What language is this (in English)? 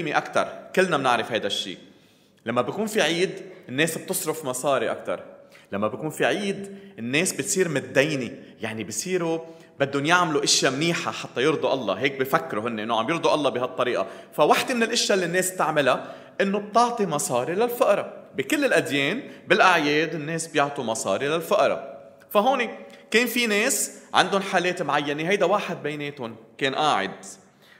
North Levantine Arabic